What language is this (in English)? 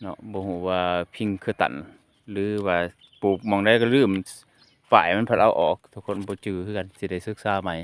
Lao